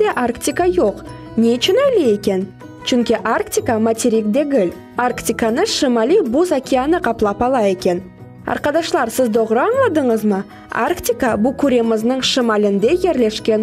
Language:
Crimean Tatar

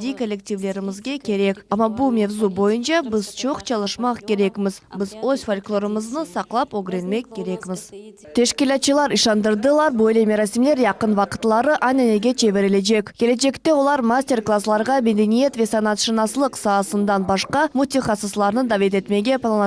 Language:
Crimean Tatar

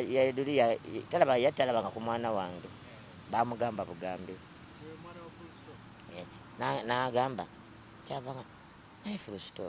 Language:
Ganda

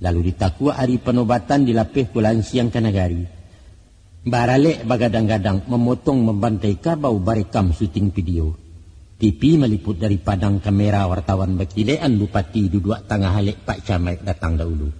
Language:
Minangkabau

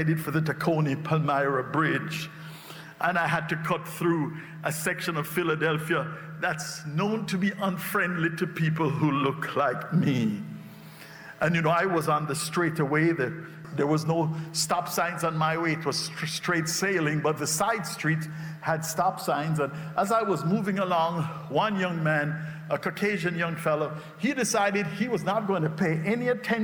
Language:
English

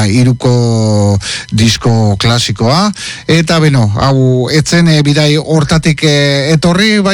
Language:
Basque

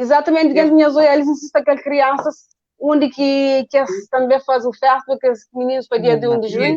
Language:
Kabuverdianu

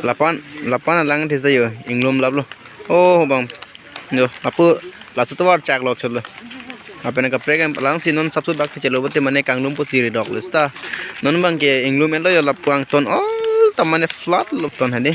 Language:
Karbi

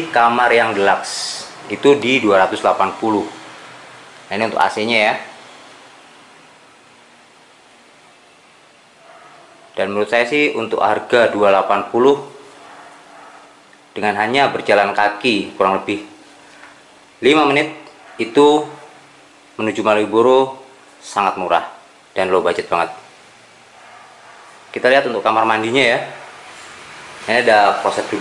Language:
Indonesian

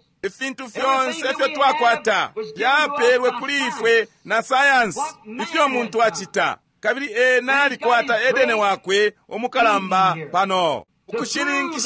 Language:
Bemba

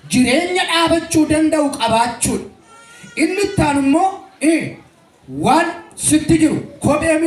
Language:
Oromo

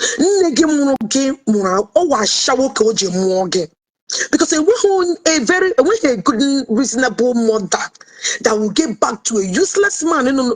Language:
Igbo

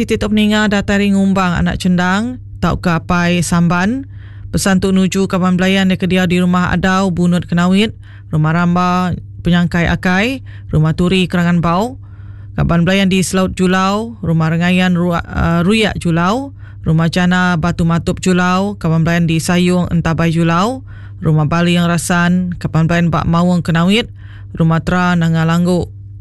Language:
Iban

